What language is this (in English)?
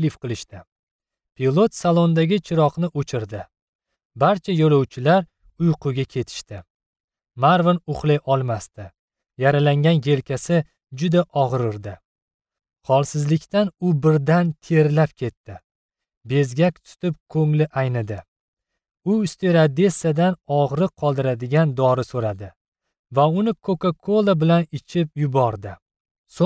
Uzbek